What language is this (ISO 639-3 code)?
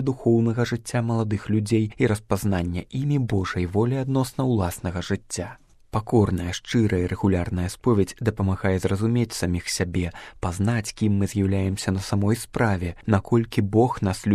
bel